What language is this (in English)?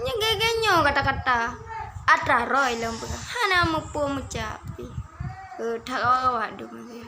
Achinese